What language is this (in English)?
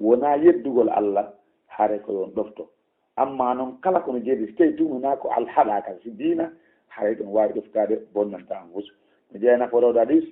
Fula